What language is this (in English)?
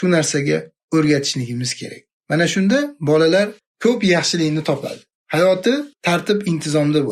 Uzbek